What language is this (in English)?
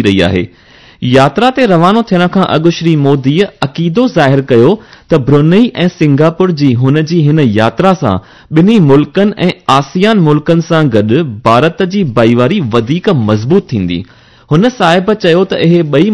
Sindhi